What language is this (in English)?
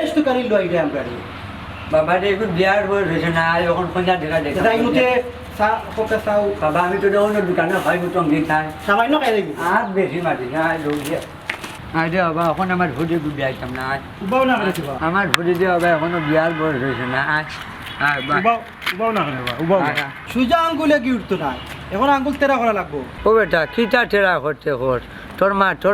Sylheti